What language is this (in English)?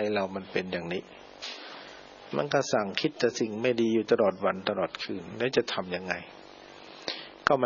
Thai